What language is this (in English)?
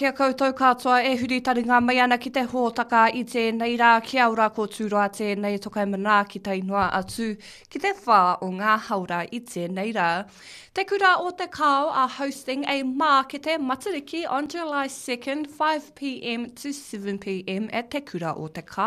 Māori